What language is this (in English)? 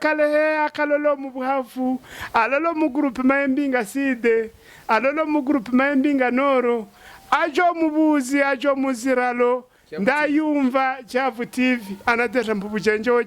Havu